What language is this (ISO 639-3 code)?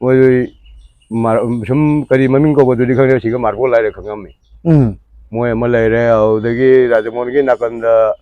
mni